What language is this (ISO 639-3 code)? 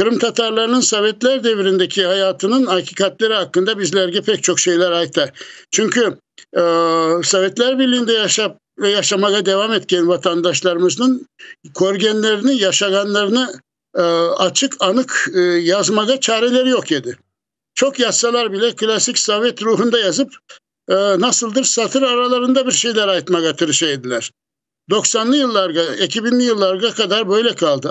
crh